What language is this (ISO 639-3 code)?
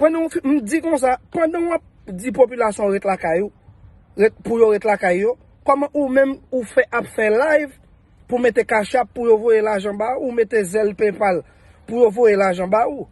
hat